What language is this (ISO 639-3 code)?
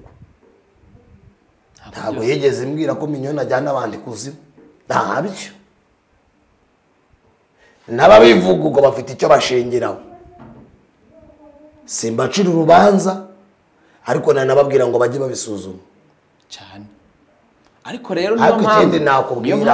kin